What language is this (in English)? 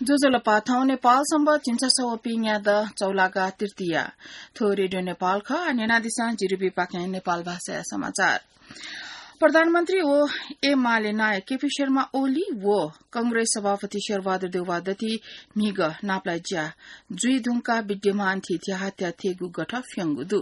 Newari